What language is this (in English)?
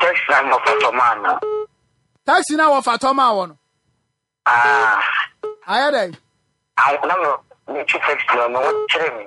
Akan